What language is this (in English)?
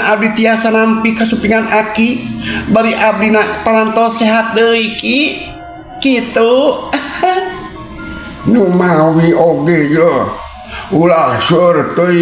Sundanese